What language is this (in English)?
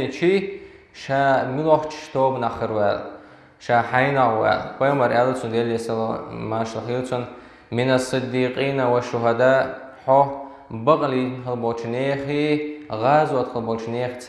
Chechen